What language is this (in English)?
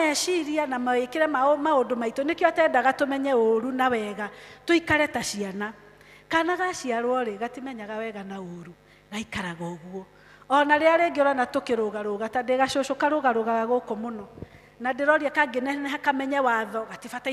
Kikuyu